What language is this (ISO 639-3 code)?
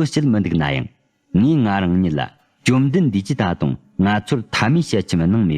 bod